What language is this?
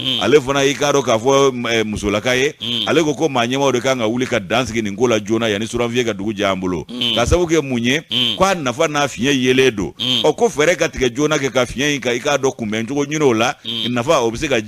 Bambara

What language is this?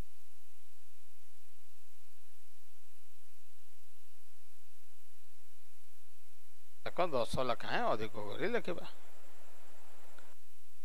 Odia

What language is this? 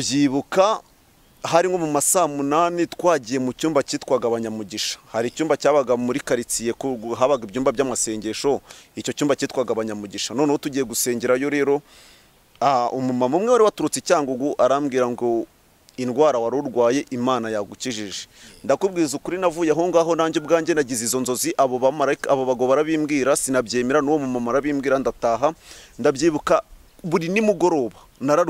Kinyarwanda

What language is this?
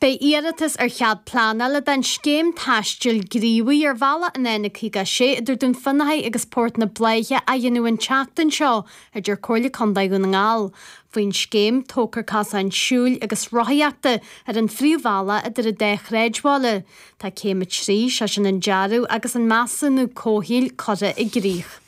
Irish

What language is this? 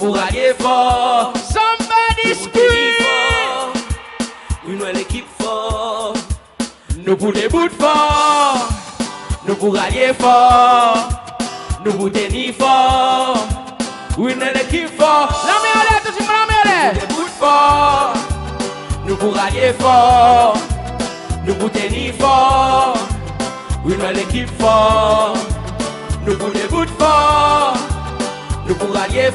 Seselwa Creole French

